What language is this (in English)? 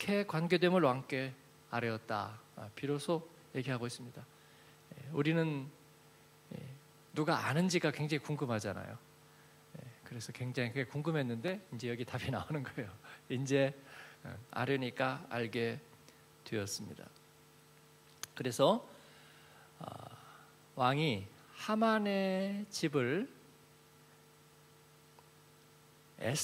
Korean